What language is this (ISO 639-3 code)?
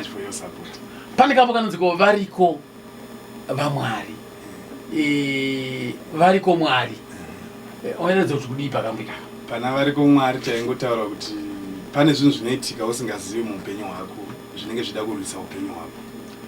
sna